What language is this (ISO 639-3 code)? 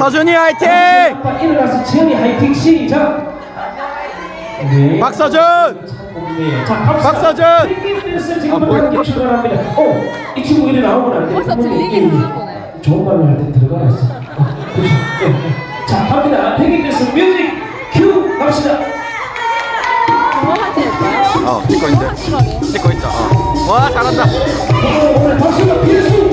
kor